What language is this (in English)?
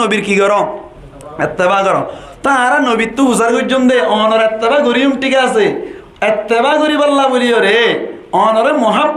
Rohingya